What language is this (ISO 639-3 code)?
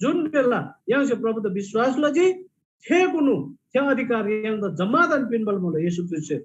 taj